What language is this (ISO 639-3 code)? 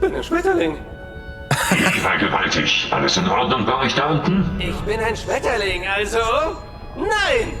gsw